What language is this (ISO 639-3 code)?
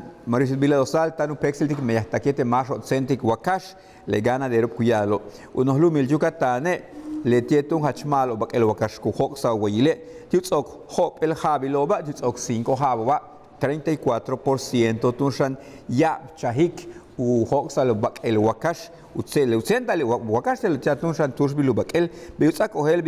yua